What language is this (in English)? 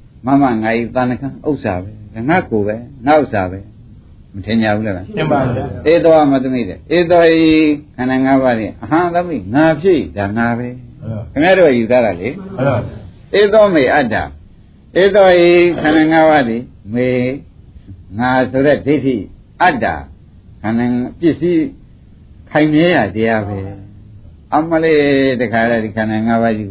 Burmese